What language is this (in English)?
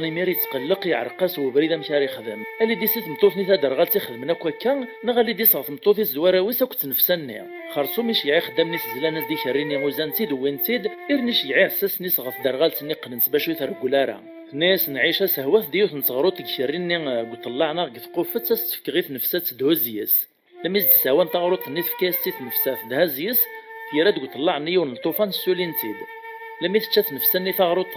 Kabyle